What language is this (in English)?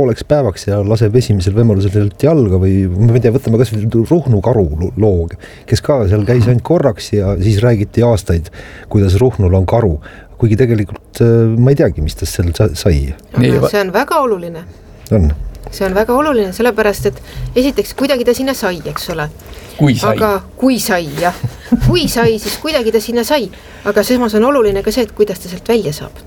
Estonian